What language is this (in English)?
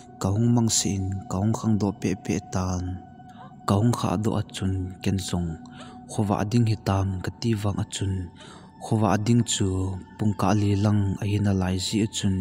Thado Chin